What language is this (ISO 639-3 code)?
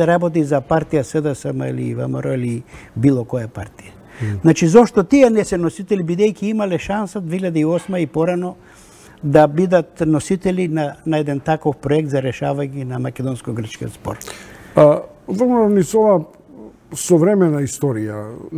mkd